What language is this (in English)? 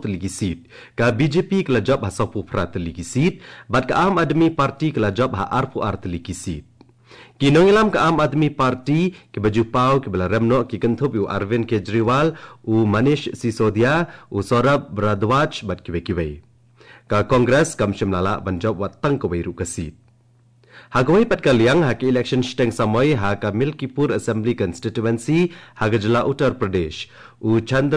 Khasi